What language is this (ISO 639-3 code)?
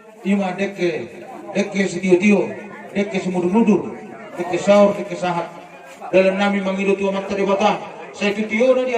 bbc